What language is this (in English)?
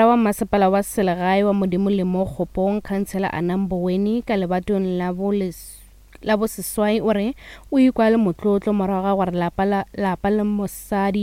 Northern Sotho